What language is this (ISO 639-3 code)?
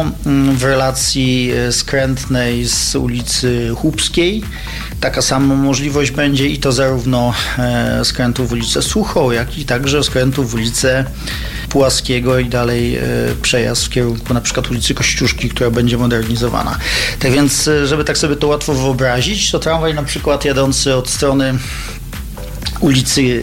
pol